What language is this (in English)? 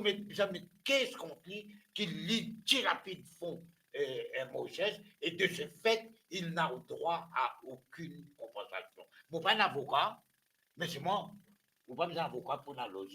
Morisyen